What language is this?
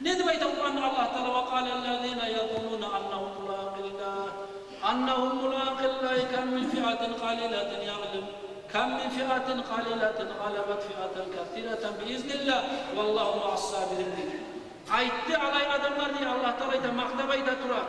Kumyk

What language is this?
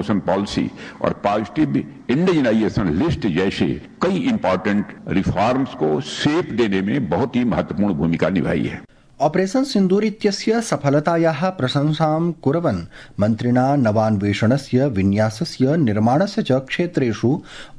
Sanskrit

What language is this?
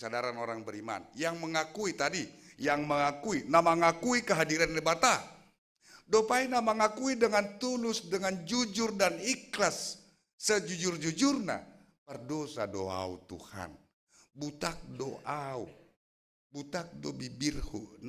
Batak Simalungun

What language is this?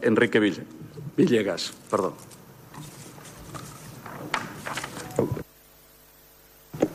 Catalan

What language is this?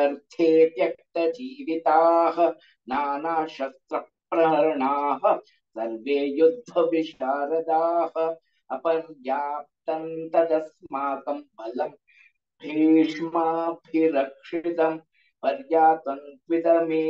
Sanskrit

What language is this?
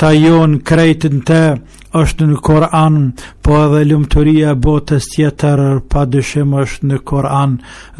Albanian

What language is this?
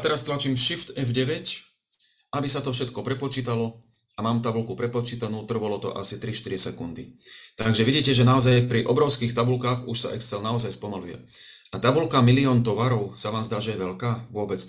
Slovak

